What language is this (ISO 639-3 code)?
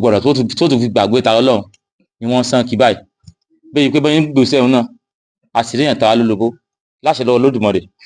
yor